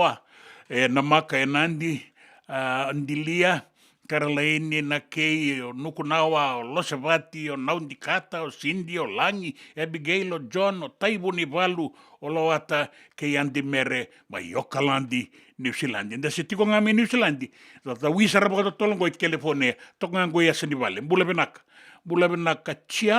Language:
Fijian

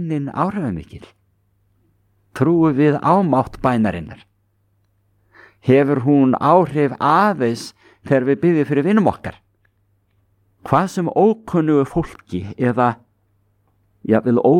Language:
Icelandic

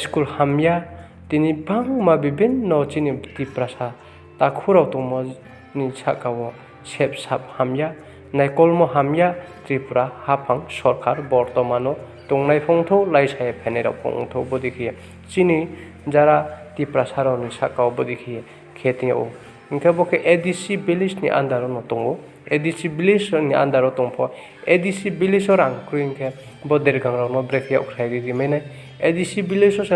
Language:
Riang (India)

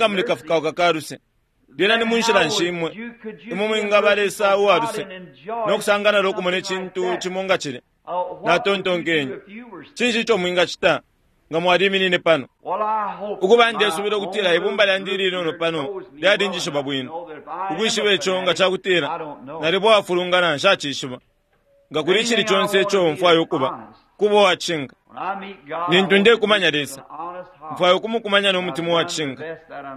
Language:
Bemba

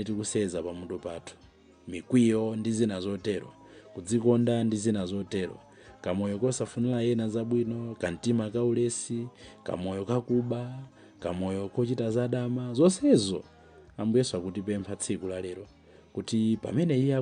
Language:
Nyanja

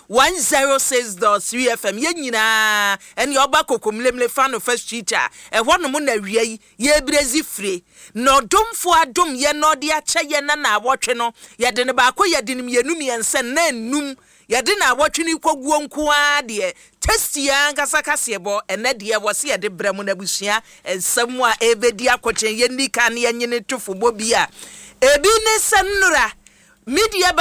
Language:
Akan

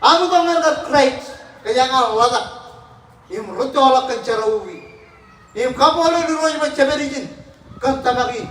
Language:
Marshallese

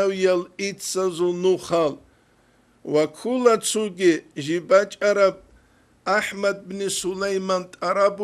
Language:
Avaric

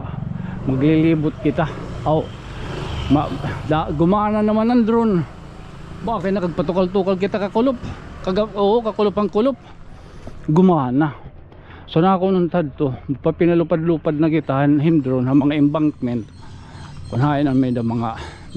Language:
Waray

